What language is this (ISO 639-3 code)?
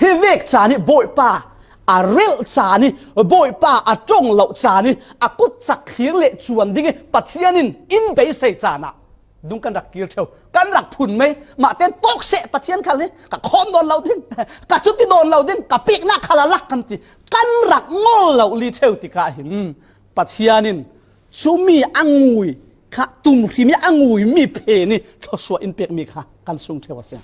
cfm